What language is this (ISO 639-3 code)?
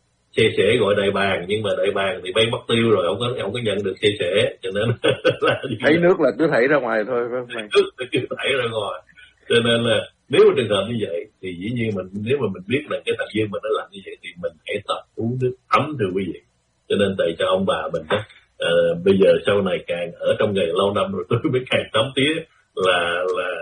vie